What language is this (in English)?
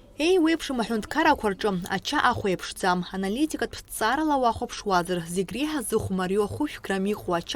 Abkhazian